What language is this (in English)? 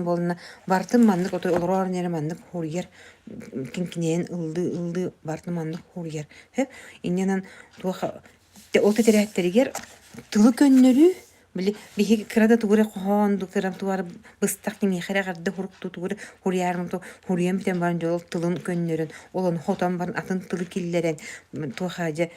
Yakut